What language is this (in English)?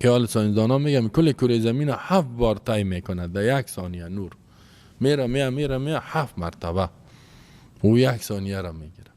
Persian